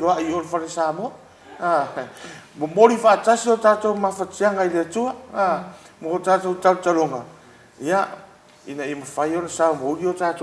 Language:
Samoan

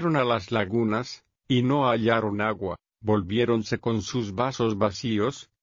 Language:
Spanish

